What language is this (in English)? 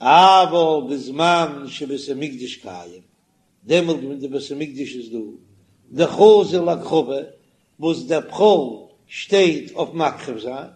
Yiddish